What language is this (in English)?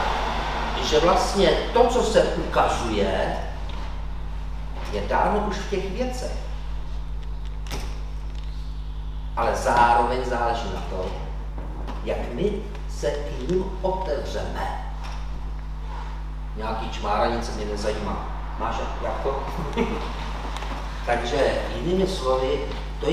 Czech